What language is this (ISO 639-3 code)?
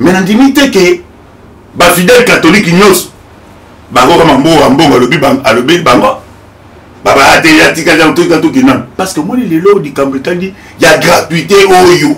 lin